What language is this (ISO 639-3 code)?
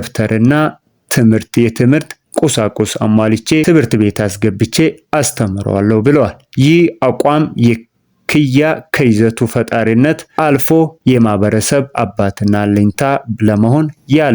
amh